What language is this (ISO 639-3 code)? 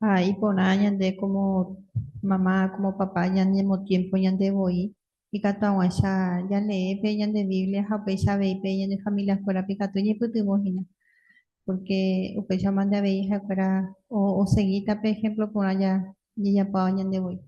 grn